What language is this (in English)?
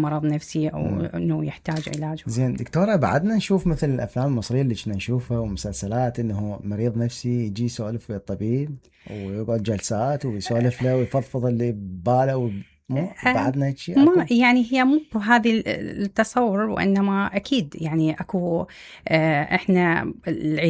Mesopotamian Arabic